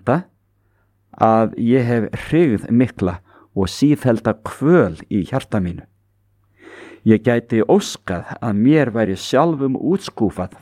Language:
Icelandic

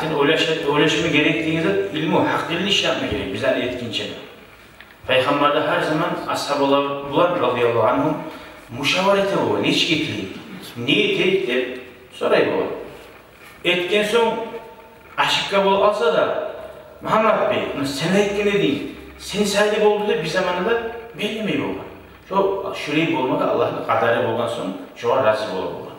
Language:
Kumyk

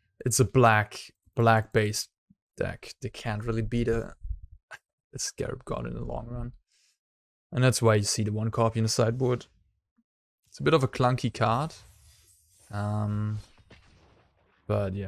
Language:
English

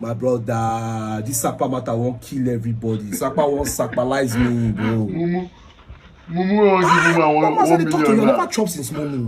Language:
Nigerian Pidgin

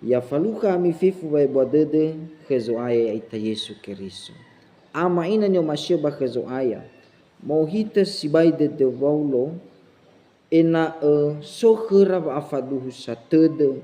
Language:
Nias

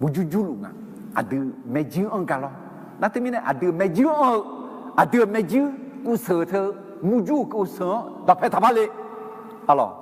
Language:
Akha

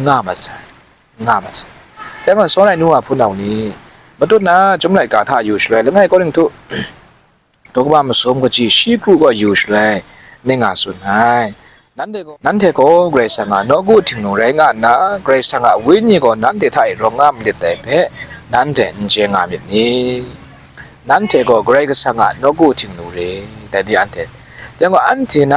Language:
Kachin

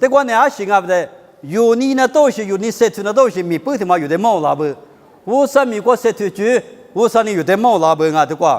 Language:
Lisu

